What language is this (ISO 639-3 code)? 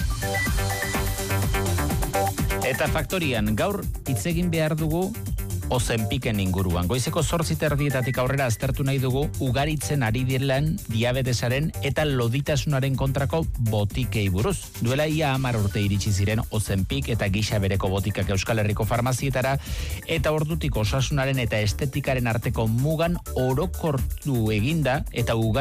eus